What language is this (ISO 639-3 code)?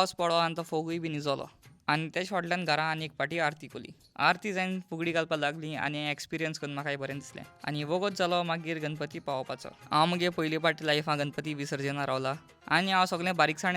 kok